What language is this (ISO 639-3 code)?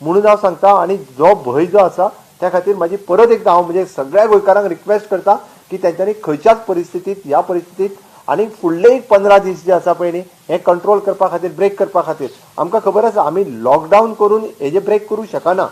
kok